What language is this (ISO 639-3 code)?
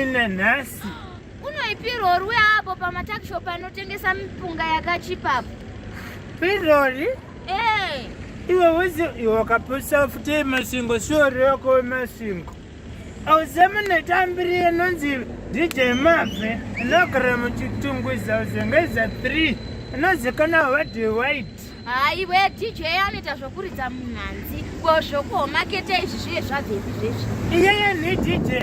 sna